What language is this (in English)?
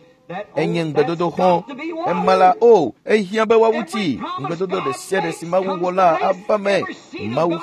Ewe